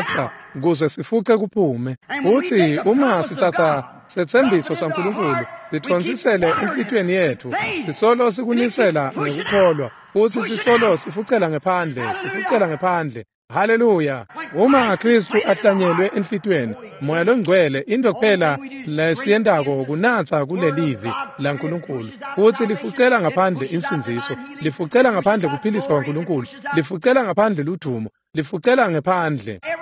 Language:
Swati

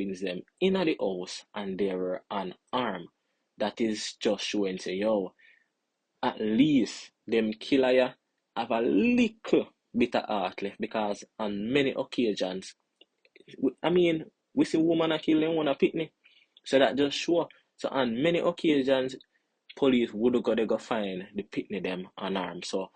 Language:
Jamaican Creole English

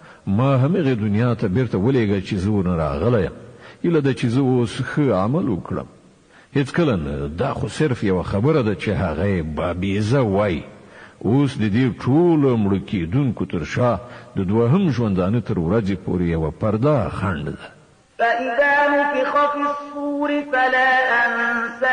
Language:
Pashto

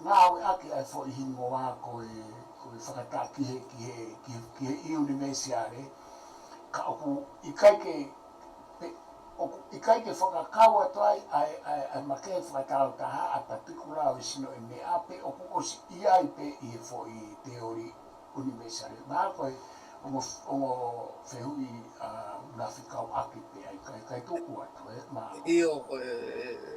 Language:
Tongan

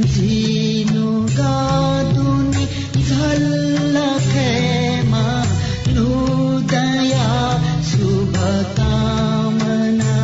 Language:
Newari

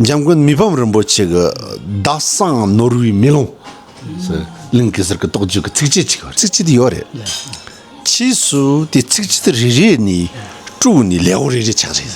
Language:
Tibetan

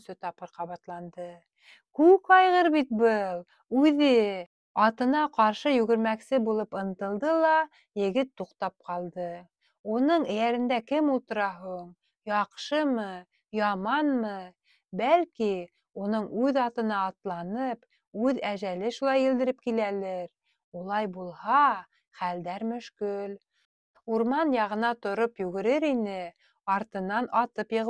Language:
Bashkir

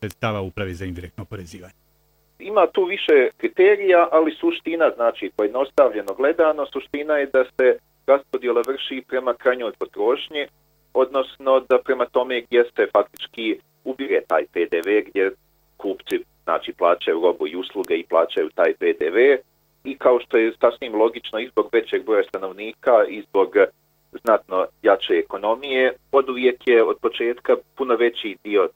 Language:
Bosnian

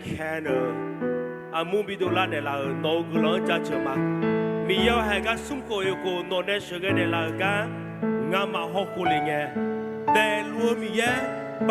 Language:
Akha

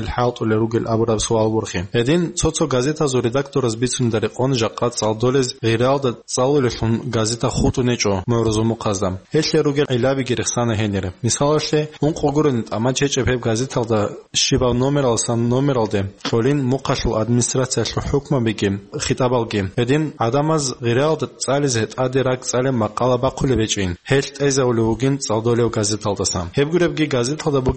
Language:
Avaric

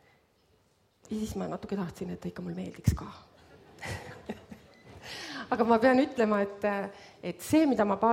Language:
Estonian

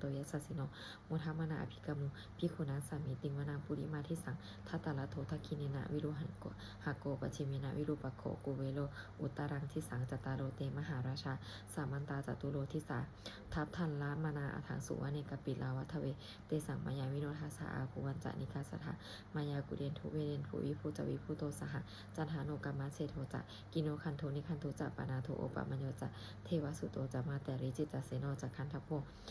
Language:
Pali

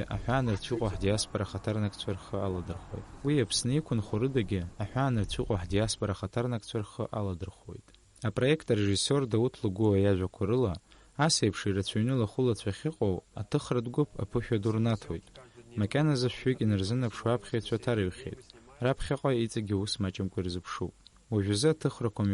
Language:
Abkhazian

